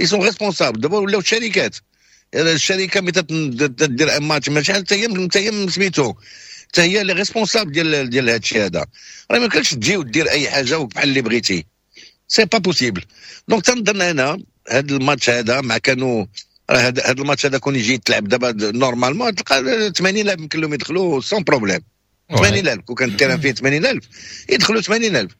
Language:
Moroccan Arabic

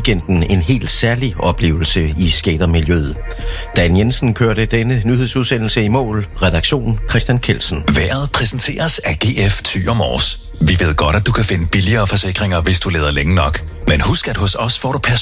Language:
Danish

